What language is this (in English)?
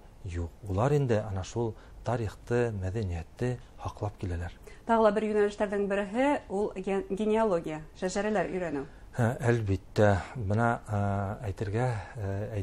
Bashkir